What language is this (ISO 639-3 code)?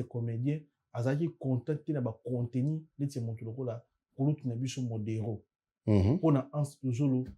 lin